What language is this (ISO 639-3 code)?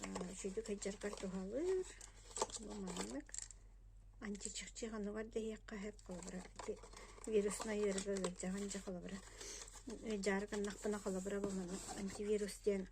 sah